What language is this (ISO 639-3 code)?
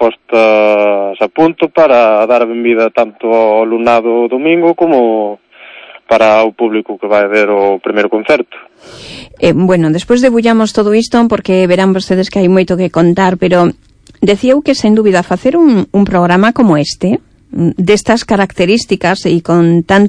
glg